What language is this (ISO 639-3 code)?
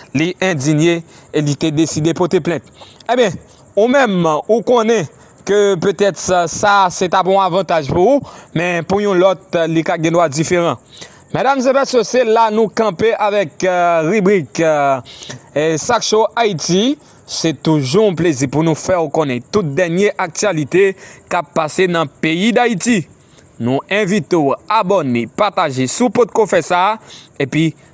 hat